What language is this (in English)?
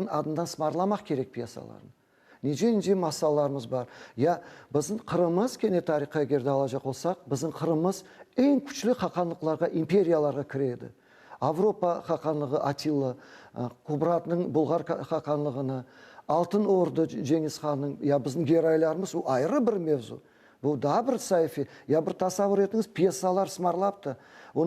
Crimean Tatar